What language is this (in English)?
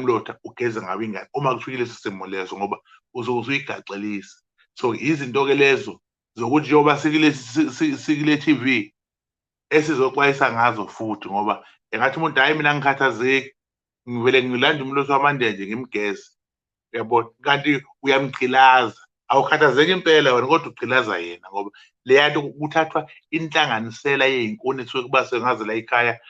Zulu